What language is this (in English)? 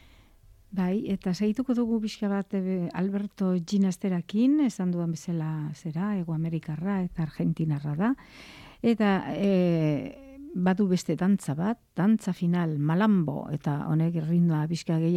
Basque